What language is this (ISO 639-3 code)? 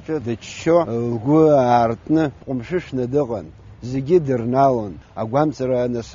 abk